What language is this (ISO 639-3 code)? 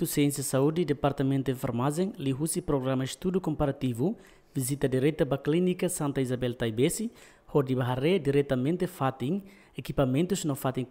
tet